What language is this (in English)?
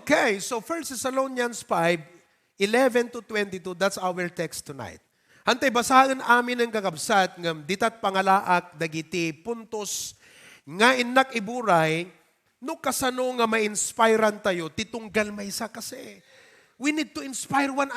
Iloko